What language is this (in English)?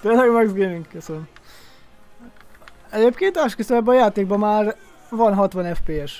Hungarian